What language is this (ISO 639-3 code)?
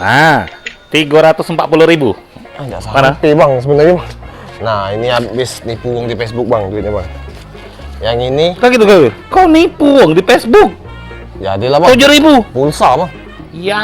mui